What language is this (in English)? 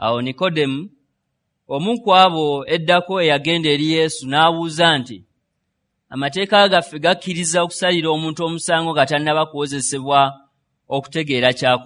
Ganda